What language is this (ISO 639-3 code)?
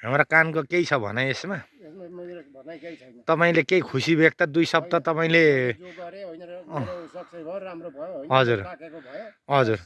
nep